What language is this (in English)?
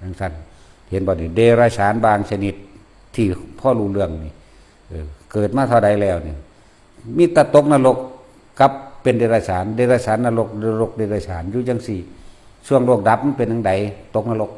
Northeastern Thai